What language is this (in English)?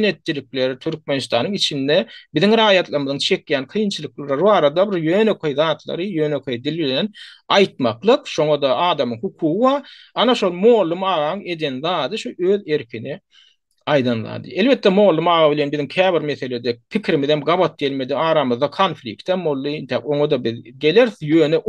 Turkmen